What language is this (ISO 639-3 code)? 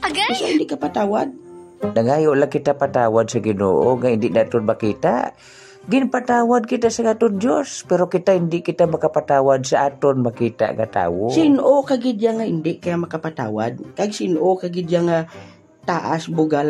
hil